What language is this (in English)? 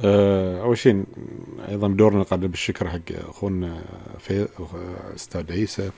Gulf Arabic